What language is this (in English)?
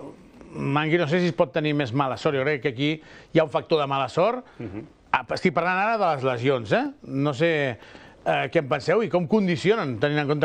Catalan